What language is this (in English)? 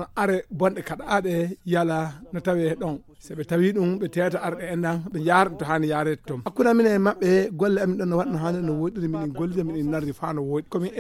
Fula